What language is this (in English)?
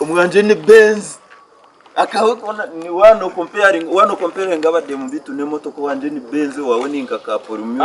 Nyankole